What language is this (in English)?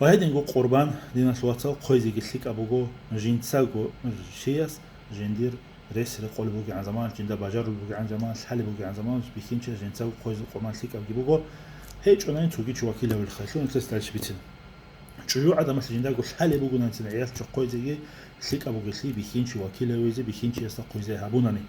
Avaric